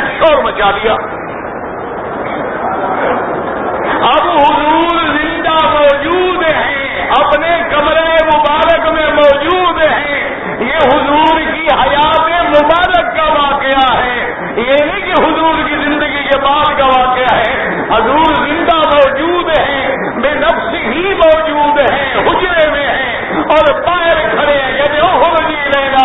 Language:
Urdu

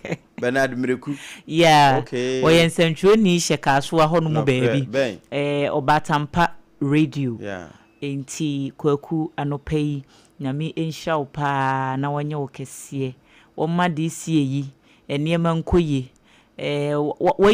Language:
Akan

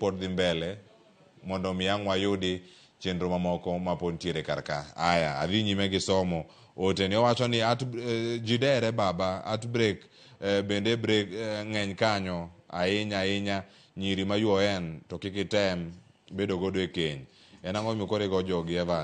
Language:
Luo (Kenya and Tanzania)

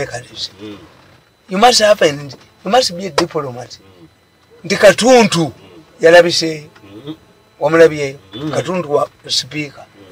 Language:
Ganda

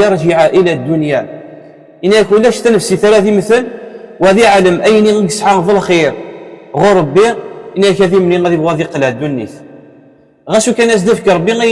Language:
Kabyle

